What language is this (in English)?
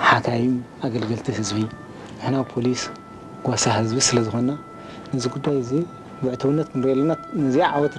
Tigrinya